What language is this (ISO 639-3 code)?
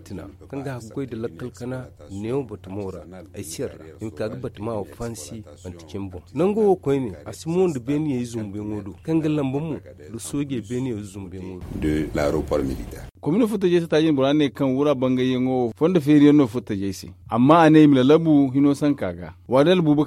dje